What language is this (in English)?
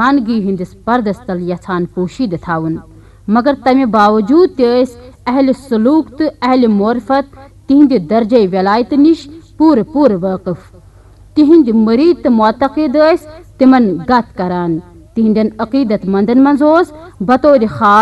Kashmiri